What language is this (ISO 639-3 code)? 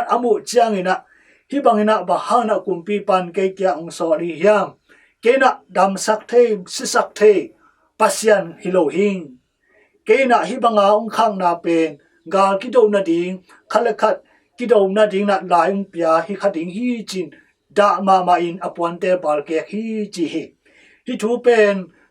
ctd